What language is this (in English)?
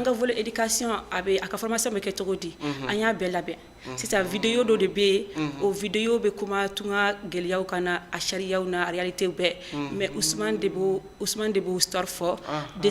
Bambara